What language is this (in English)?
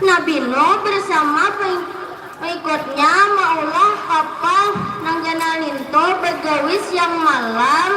Banjar